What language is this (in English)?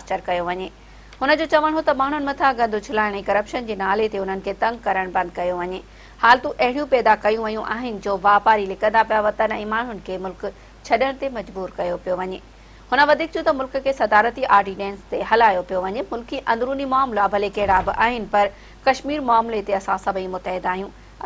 Sindhi